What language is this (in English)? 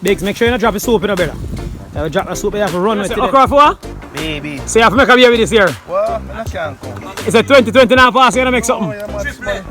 Jamaican Creole English